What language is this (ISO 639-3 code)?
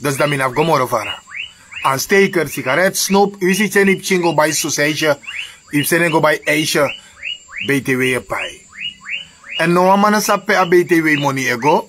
srn